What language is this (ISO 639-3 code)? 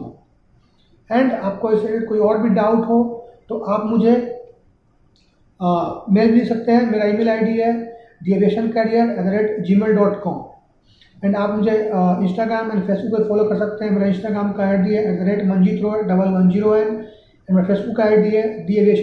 hin